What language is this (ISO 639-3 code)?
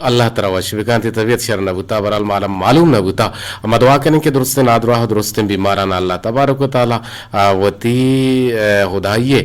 bgp